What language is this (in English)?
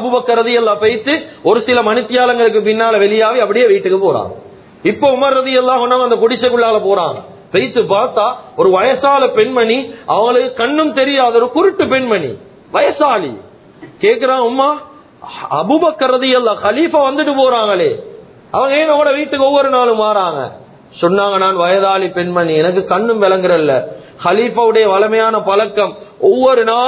Tamil